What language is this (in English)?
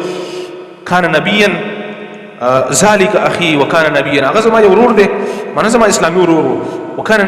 Pashto